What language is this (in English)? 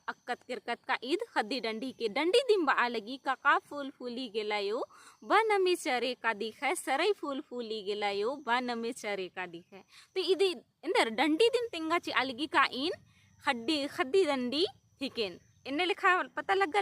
Kurukh